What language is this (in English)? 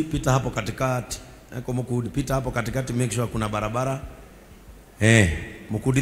Kikuyu